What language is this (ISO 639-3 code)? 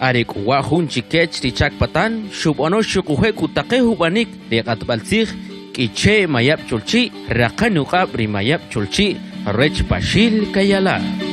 quc